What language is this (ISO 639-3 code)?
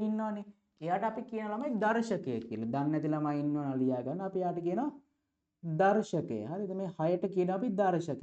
sin